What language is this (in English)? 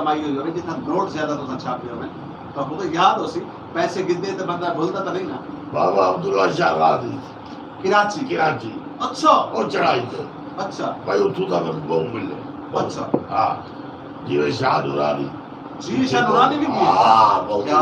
Saraiki